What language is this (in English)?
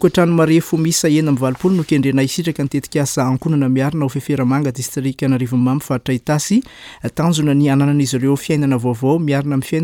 Malagasy